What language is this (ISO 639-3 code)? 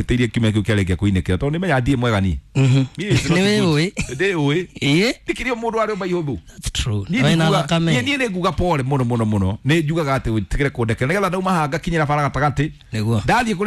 kik